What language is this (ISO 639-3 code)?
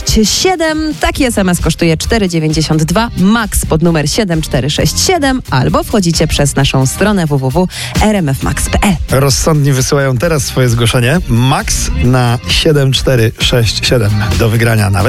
pol